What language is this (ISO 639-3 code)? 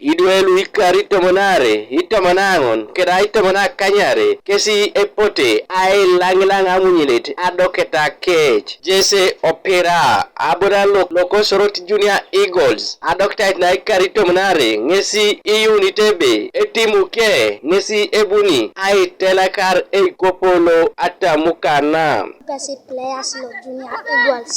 teo